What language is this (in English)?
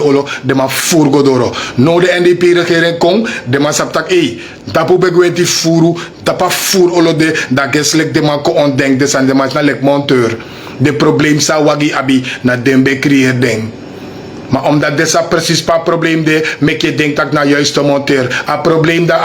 Sranan Tongo